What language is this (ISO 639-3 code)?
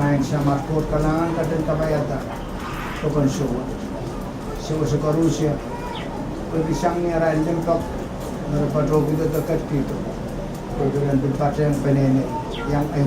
pon